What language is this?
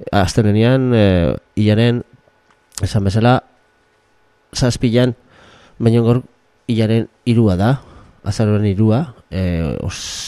Basque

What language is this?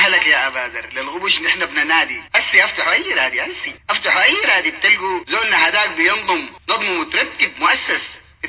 Sudanese Arabic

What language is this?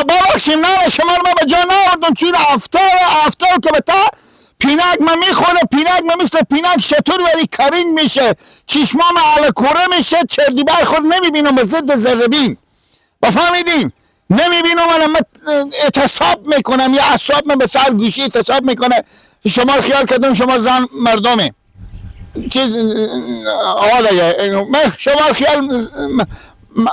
Persian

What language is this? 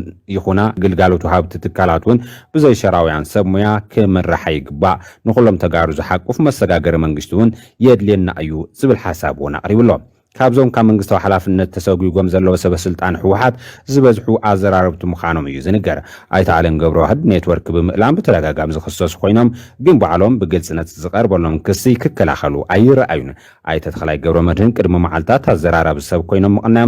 Tigrinya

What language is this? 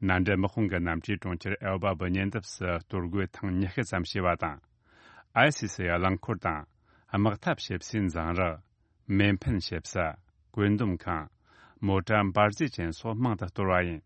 Tibetan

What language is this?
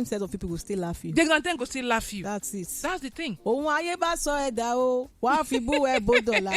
Nigerian Pidgin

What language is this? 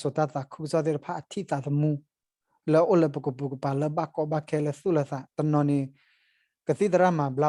S'gaw Karen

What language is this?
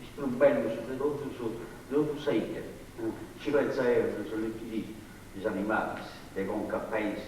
Sardinian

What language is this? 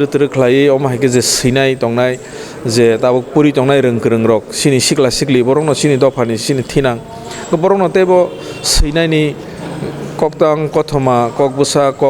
Kok Borok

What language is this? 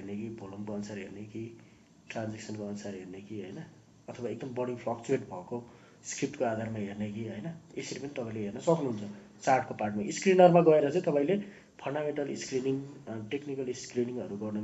Nepali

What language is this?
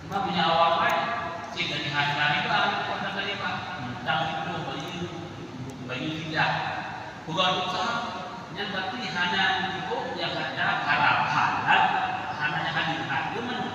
Achinese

